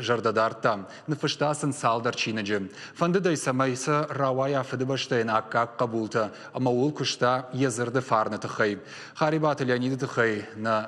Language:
Ossetic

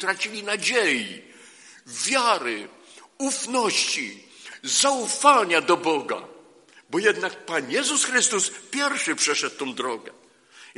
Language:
Polish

